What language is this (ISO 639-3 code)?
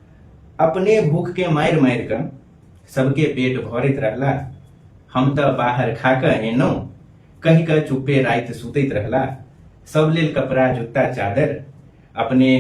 mai